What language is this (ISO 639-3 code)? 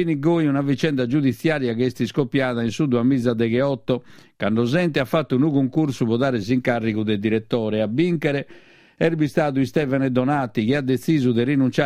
srd